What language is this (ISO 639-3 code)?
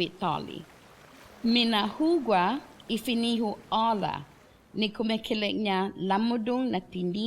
cha